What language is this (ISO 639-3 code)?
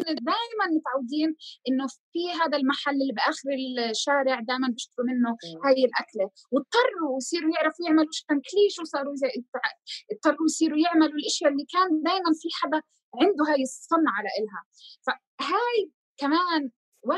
apc